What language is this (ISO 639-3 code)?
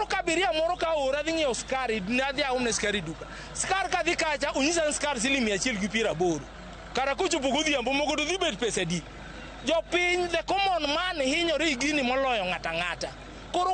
luo